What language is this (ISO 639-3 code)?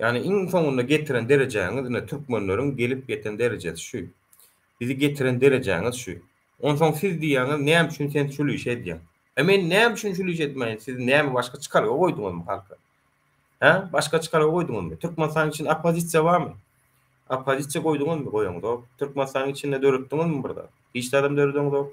tuk